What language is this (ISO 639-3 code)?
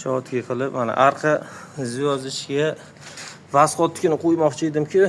uzb